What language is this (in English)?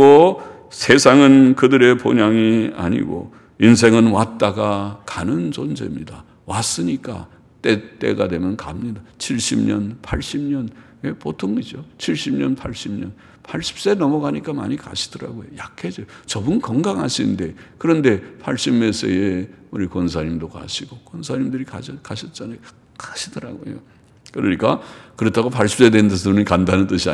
Korean